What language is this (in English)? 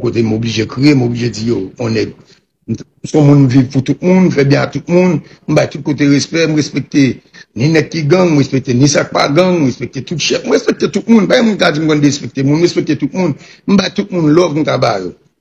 Haitian Creole